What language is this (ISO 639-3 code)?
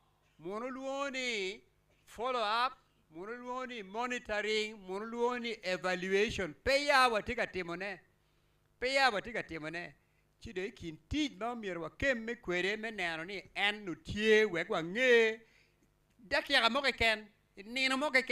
ach